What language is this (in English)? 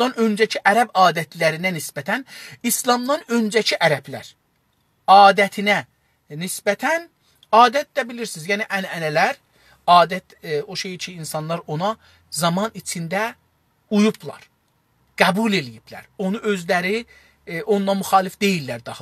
South Azerbaijani